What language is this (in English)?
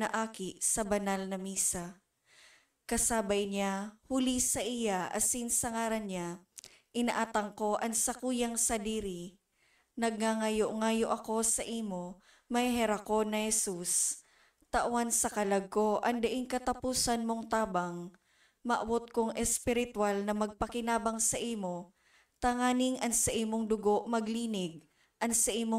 Bikol